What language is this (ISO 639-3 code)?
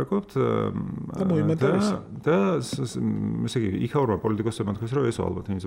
kat